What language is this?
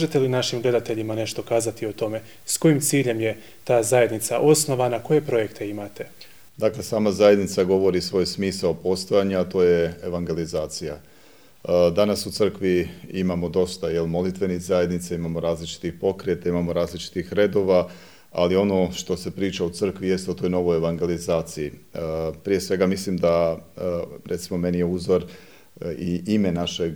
Croatian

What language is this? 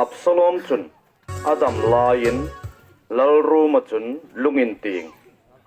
Hmar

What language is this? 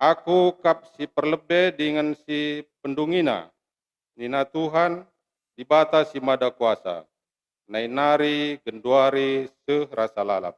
Batak Karo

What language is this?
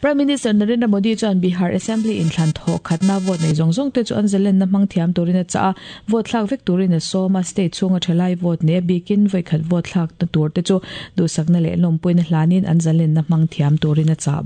Mizo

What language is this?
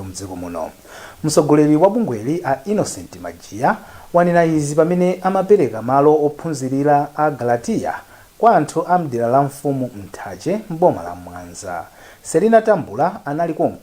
Nyanja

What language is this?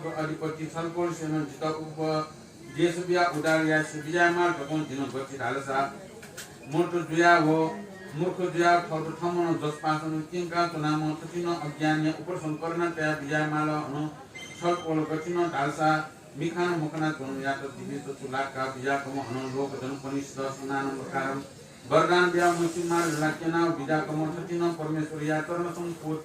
Newari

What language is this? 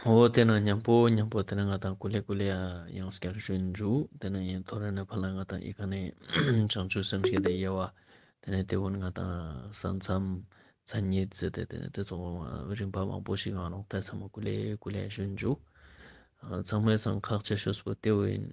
Ladakhi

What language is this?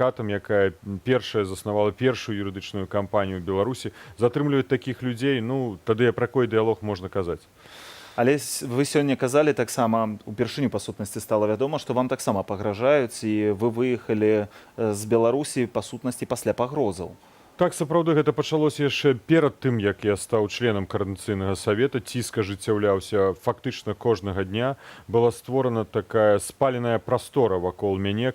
Belarusian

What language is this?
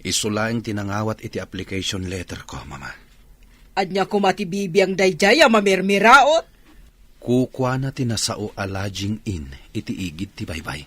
Iloko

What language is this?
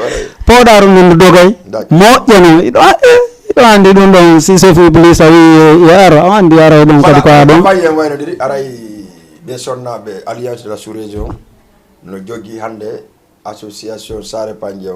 Fula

